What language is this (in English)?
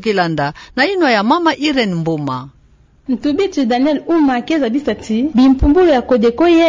Kituba (Democratic Republic of Congo)